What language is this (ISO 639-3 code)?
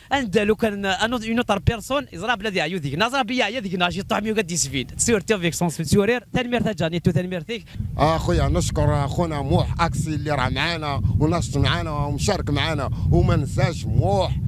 kab